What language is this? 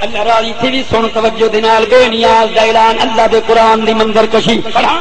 Saraiki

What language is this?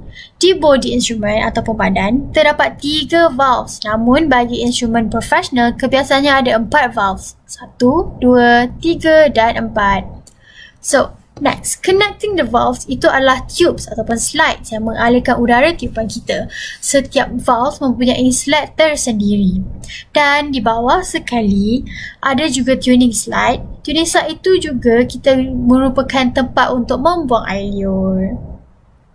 Malay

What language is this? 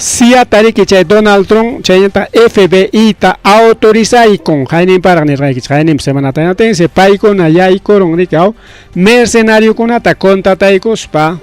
Ayacucho Quechua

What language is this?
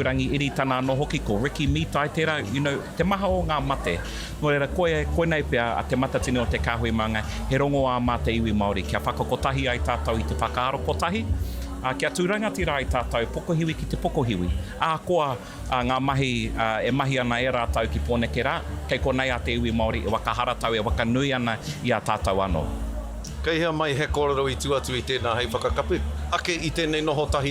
Māori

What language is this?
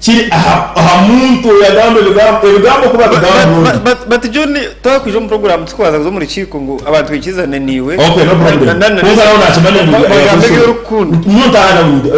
Nyankole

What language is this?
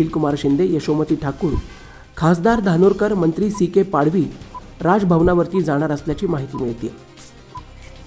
Marathi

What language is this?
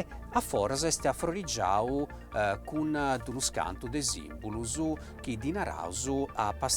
Sardinian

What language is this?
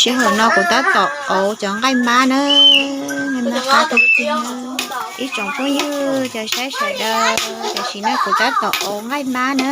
Hmong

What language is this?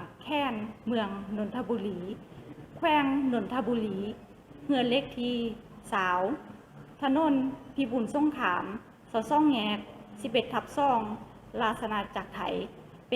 Lao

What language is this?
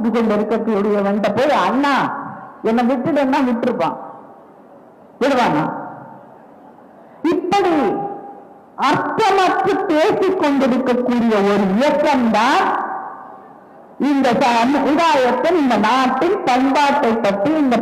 Tamil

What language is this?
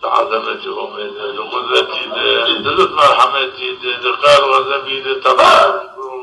Zaza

